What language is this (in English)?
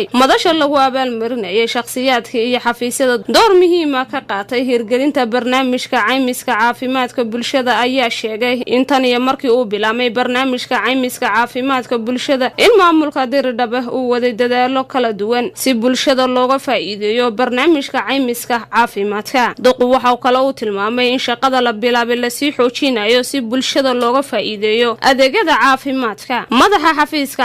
Somali